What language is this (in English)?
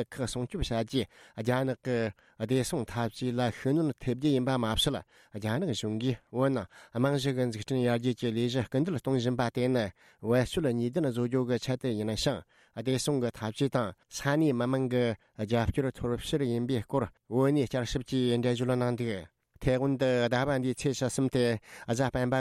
Tibetan